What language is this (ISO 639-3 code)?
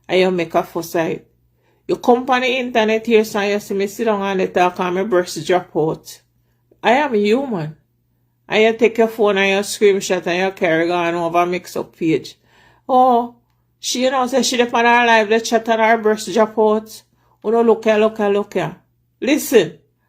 jam